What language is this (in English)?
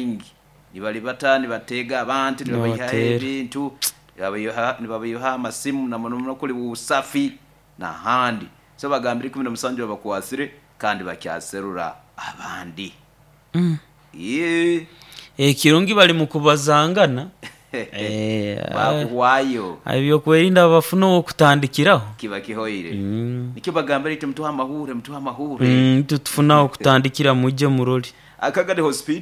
Nyoro